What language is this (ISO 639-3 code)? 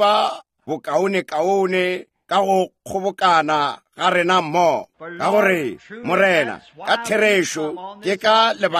nso